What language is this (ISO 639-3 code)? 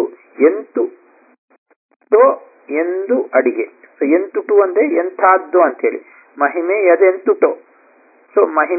kan